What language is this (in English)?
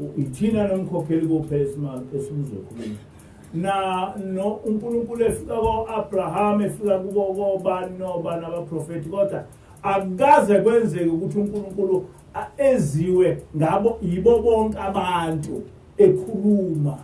Zulu